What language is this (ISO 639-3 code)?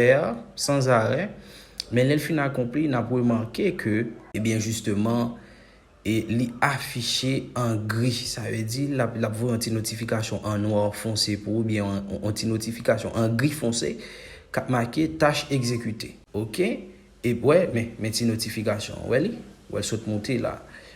hat